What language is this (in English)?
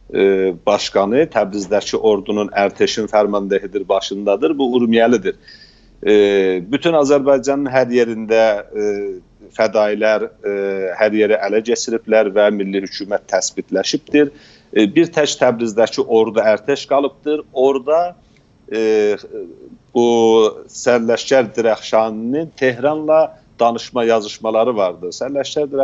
South Azerbaijani